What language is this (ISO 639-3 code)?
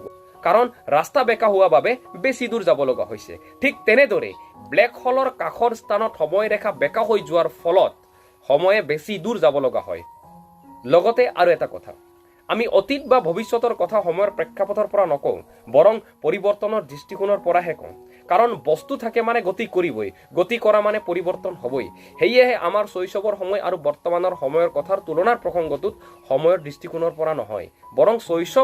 asm